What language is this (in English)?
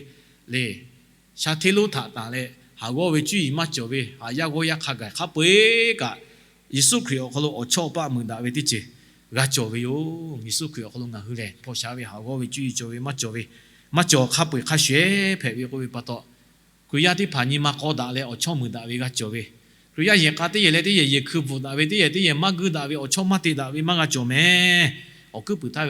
Lahu